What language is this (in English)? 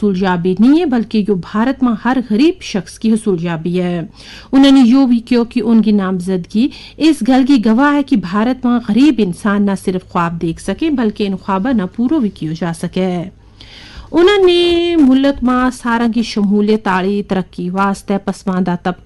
Gujari